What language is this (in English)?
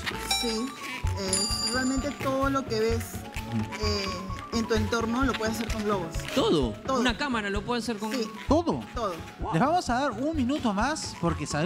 Spanish